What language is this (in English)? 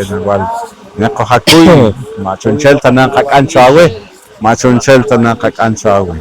Poqomchi'